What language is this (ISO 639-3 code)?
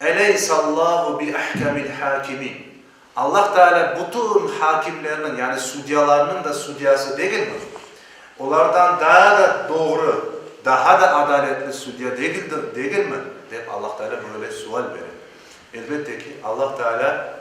crh